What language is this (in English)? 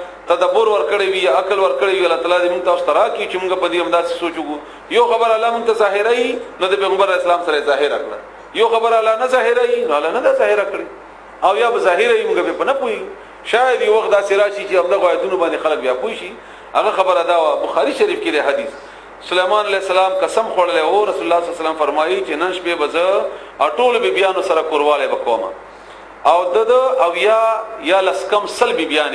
Pashto